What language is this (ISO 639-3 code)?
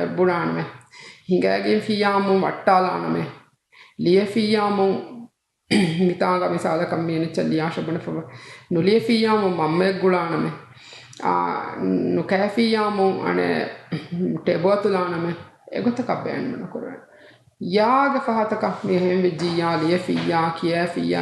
div